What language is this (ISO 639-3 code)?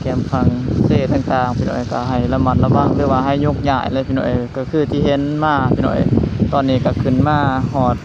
lao